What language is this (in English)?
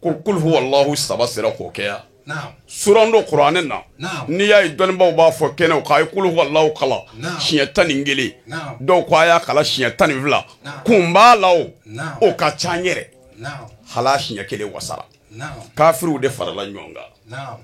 Bambara